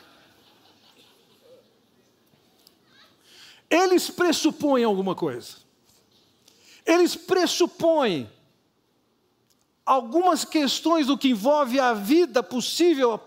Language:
Portuguese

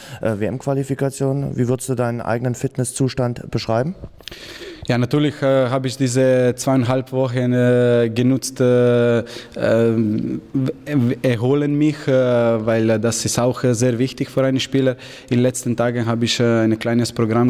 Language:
German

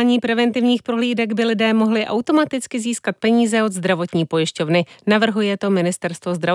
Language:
Czech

